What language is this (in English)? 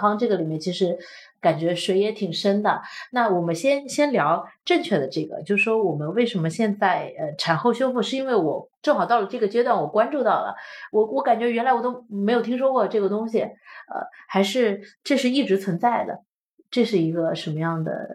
Chinese